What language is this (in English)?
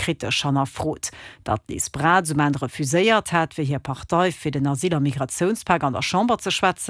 Luxembourgish